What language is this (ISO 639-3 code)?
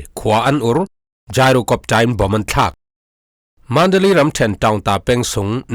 cfm